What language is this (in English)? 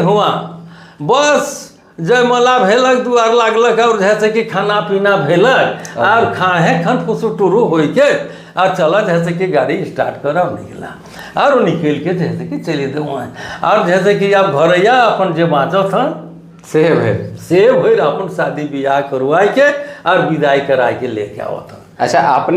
Sadri